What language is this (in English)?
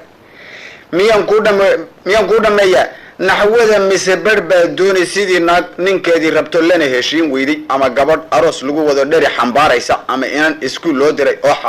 Somali